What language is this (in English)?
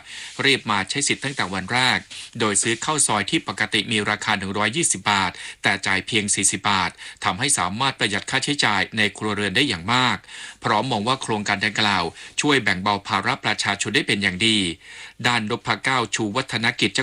Thai